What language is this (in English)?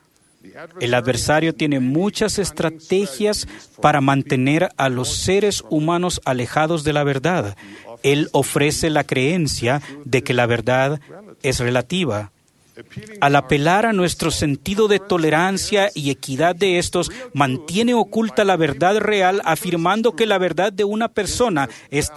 Spanish